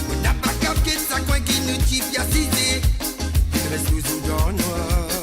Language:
Morisyen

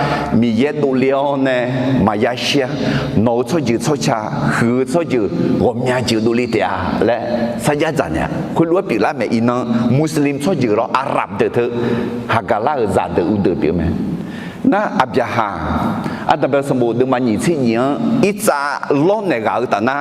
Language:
Akha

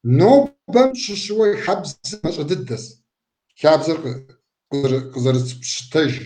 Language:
Kabardian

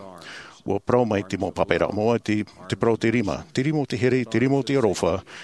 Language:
Tahitian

